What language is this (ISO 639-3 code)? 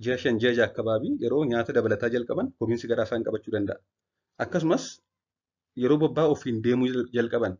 orm